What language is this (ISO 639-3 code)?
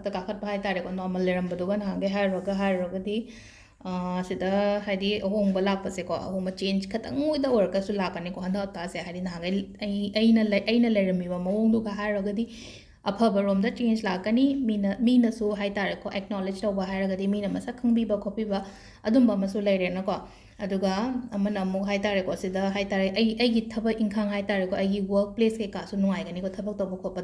mni